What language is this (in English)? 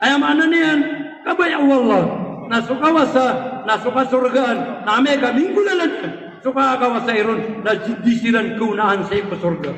Maranao